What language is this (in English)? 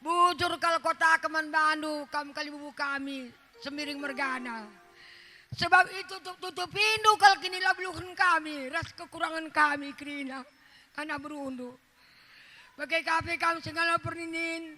Batak Karo